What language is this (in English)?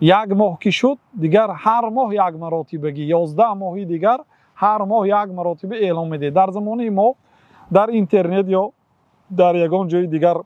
Tajik